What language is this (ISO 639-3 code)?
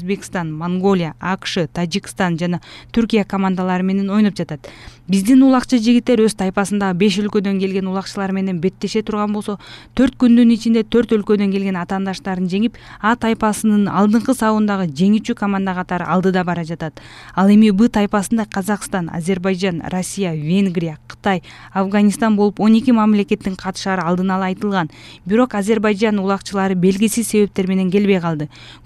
kir